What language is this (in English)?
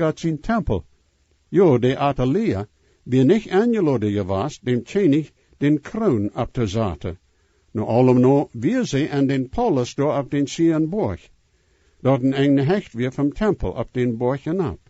Plautdietsch